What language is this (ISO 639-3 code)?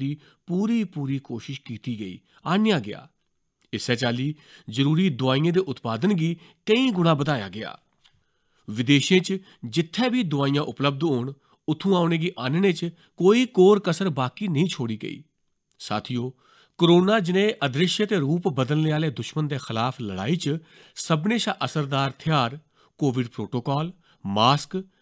doi